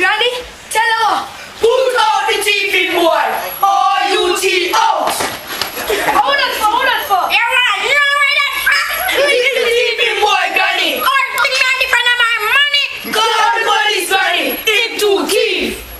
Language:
Jamaican Creole English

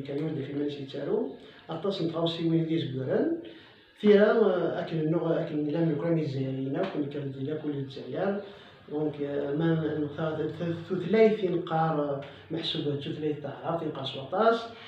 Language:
Kabyle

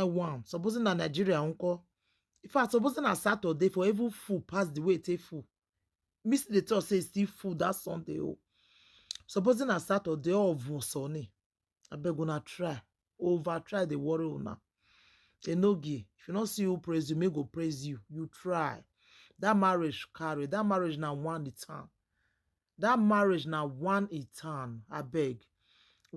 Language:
Nigerian Pidgin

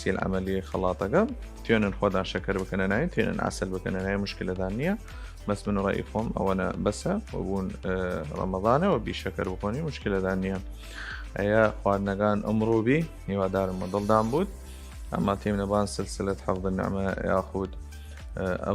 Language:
Southern Kurdish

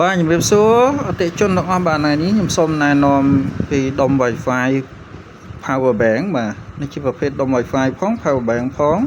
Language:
Khmer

